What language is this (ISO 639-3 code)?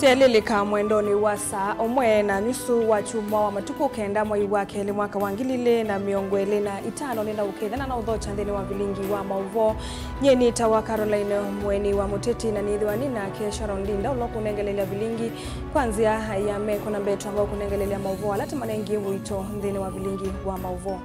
kam